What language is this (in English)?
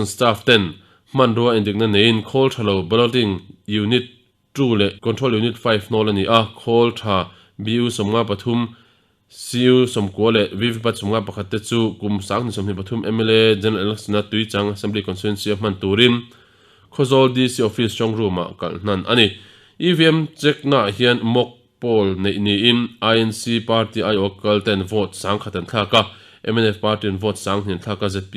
Mizo